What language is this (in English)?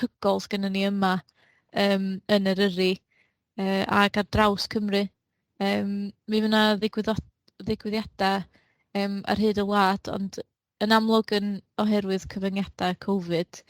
Welsh